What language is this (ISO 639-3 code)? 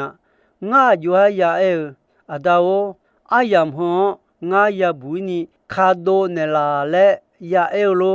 ahk